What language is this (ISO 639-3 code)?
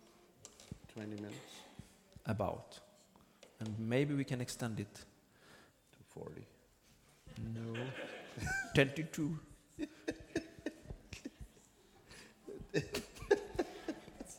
swe